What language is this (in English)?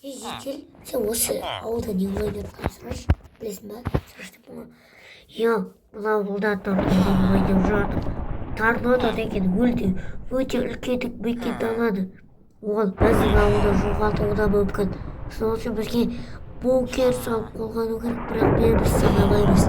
Kazakh